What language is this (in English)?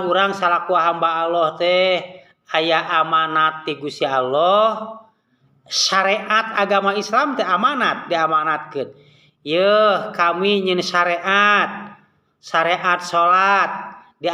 Sundanese